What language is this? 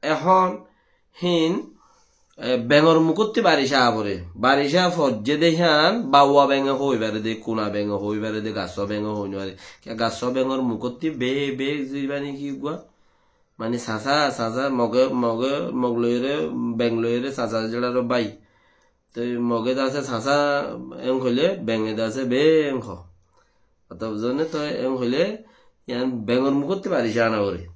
Rohingya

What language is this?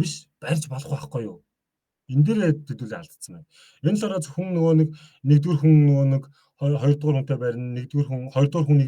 Mongolian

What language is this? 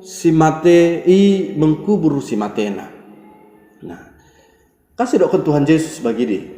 Batak Dairi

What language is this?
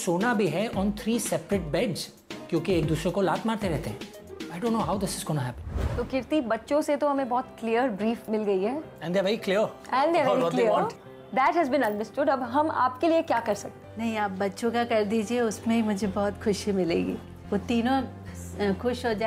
Hindi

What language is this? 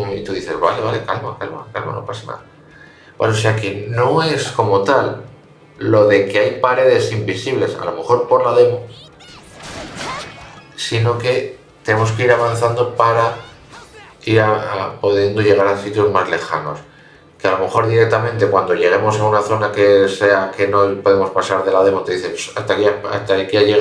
Spanish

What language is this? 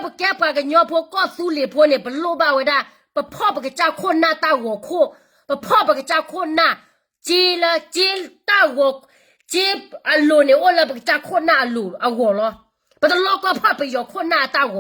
S'gaw Karen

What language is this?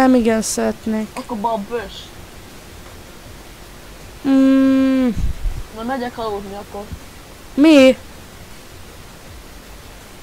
Hungarian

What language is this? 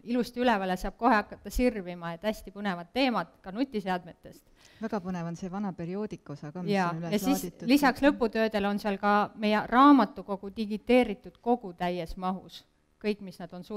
Estonian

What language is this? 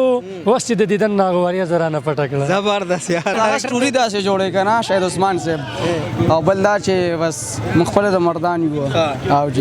Pashto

